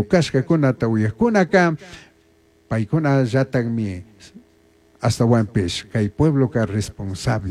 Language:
Chimborazo Highland Quichua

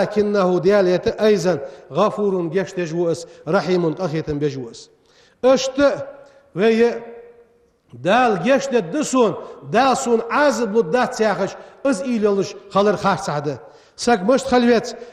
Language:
Ingush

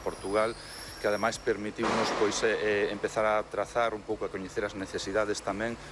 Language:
Galician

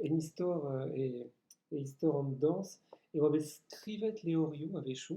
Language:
Breton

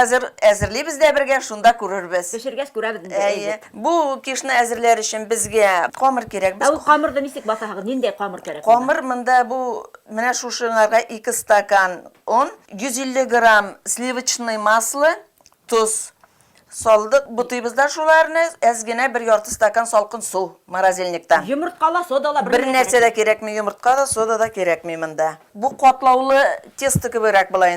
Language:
Bashkir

